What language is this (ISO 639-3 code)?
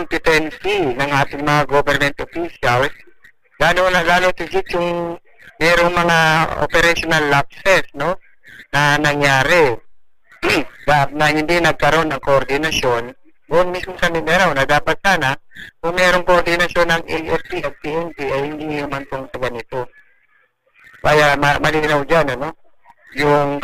fil